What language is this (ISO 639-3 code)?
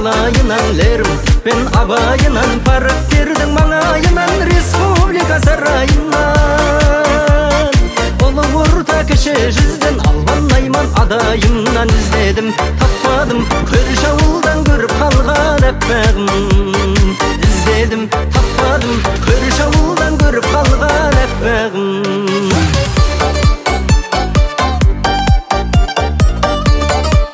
kaz